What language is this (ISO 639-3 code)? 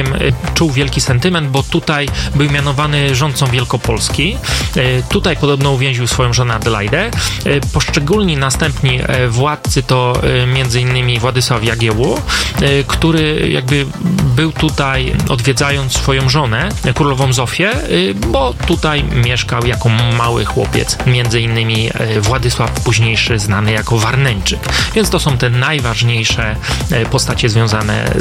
pol